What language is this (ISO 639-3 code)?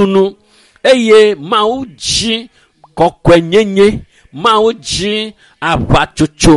ewe